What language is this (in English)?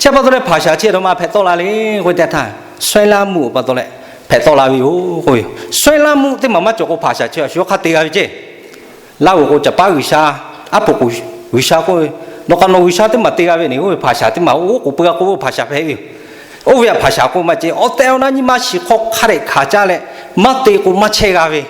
Lahu